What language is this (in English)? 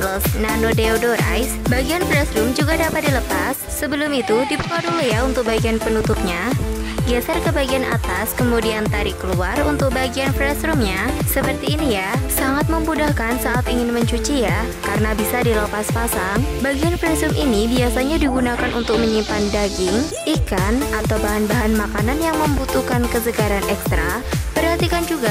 Indonesian